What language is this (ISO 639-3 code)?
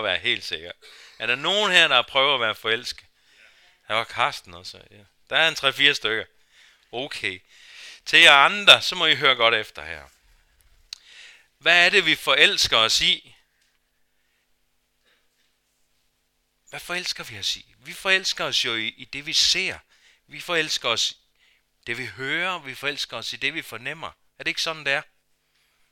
dan